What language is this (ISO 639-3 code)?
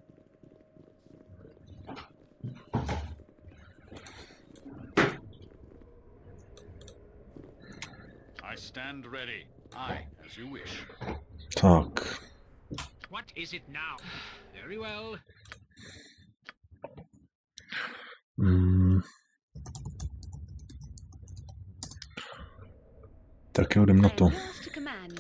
ces